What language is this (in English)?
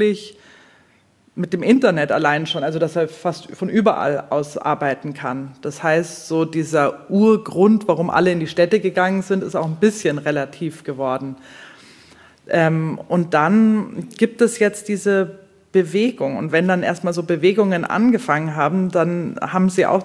German